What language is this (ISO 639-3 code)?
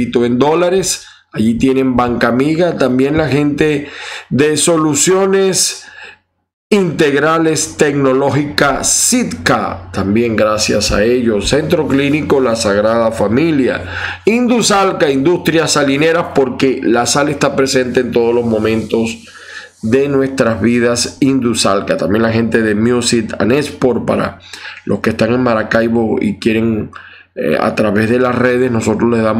spa